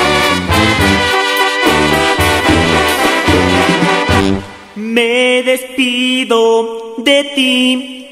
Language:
Spanish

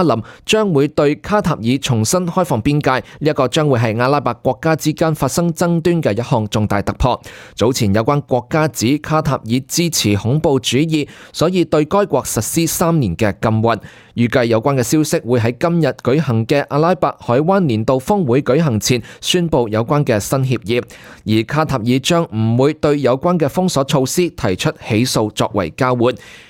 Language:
Cantonese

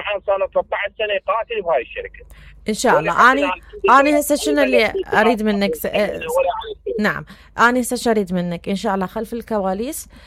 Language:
Mesopotamian Arabic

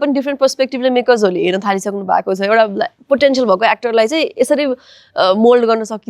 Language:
Nepali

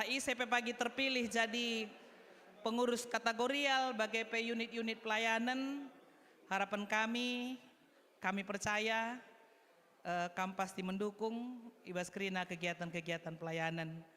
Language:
Batak Karo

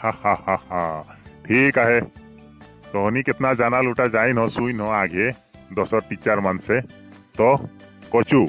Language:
Sadri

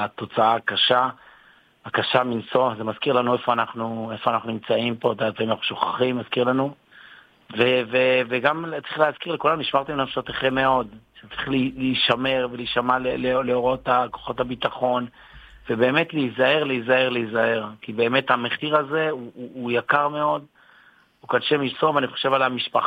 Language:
Hebrew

